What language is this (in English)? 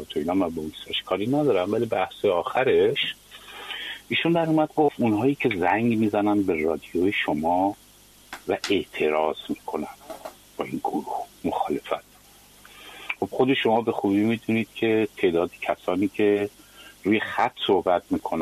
Persian